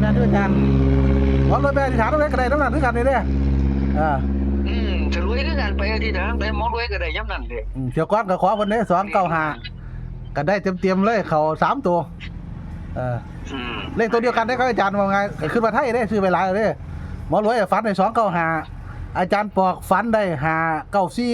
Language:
Northeastern Thai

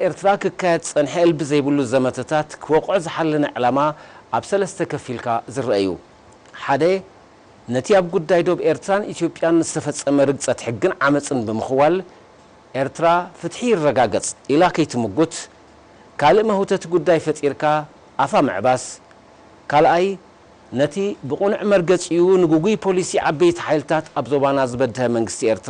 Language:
Tigrinya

